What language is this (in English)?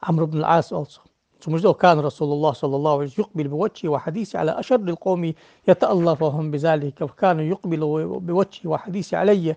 Ingush